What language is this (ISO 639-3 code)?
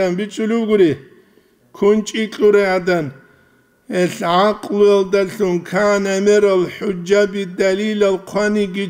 ava